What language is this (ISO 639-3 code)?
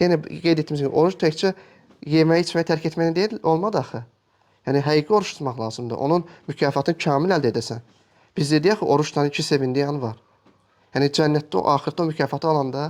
aze